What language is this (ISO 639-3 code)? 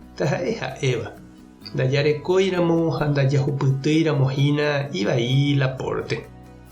grn